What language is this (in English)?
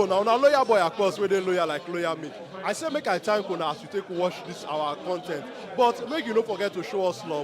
Nigerian Pidgin